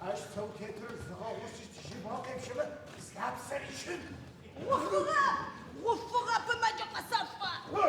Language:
Adyghe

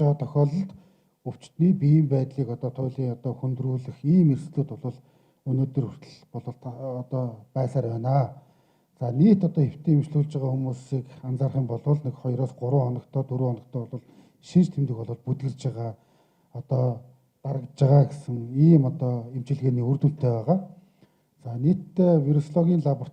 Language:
Mongolian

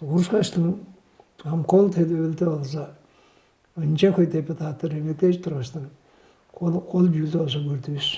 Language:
Tuvinian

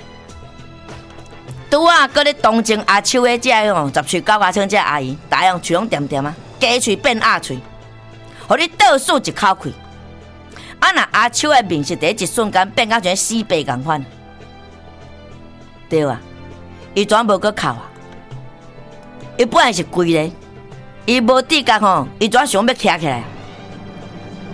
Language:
Min Nan Chinese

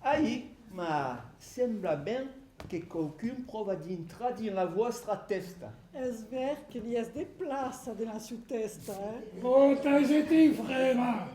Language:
Occitan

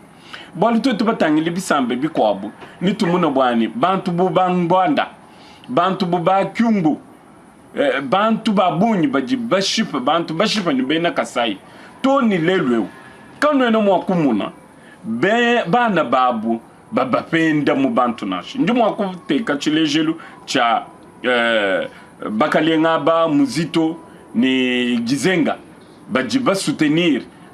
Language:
Luba-Lulua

